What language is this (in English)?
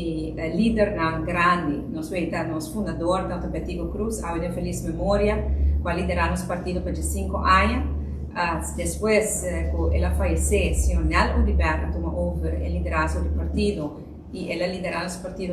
Papiamento